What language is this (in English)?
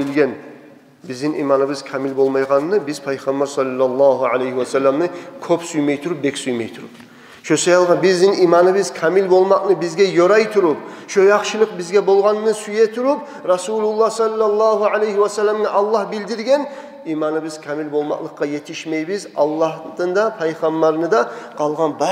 Kumyk